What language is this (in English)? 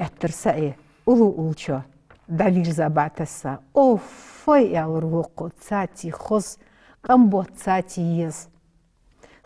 Ingush